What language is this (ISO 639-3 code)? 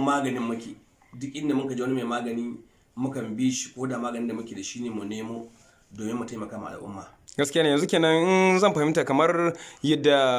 hau